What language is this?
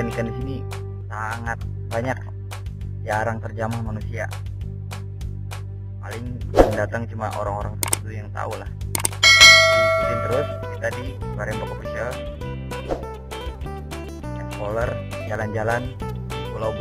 Indonesian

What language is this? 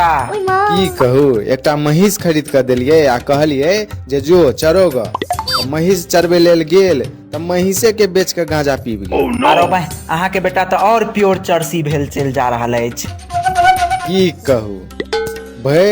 Maithili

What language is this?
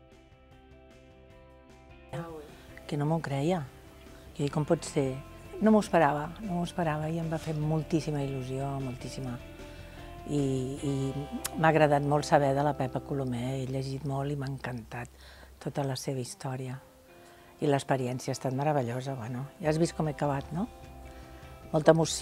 Catalan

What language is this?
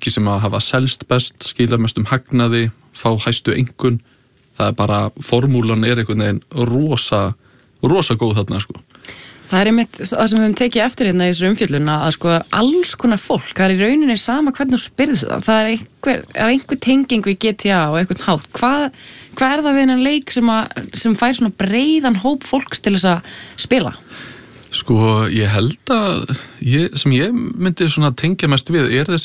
Icelandic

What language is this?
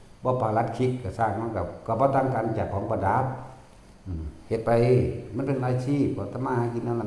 Northeastern Thai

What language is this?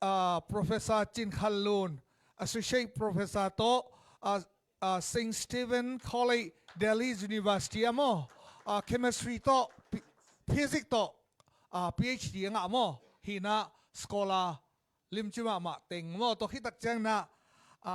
Tedim Chin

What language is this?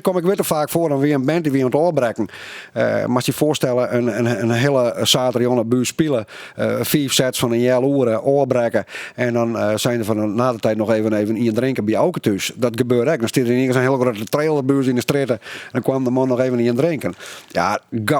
Western Frisian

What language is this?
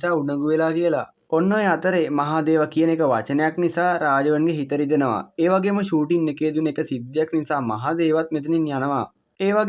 Sinhala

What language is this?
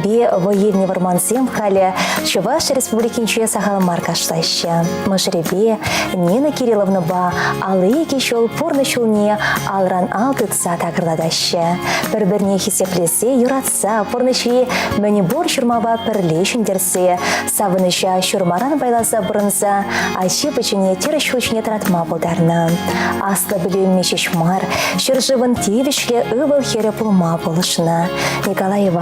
Chuvash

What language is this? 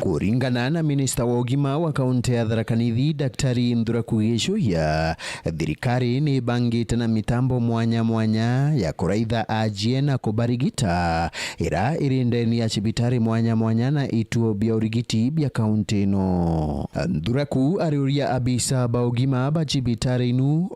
Meru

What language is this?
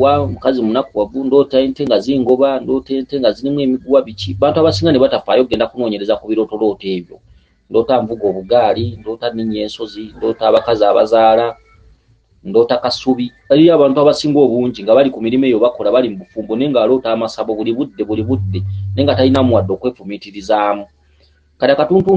Ganda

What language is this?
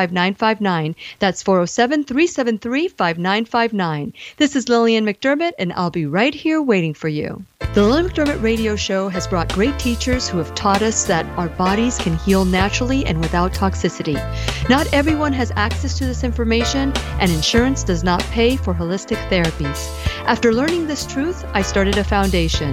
English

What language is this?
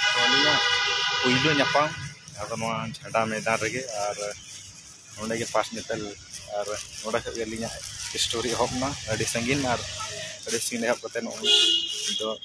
Santali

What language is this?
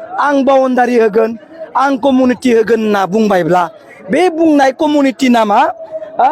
Bodo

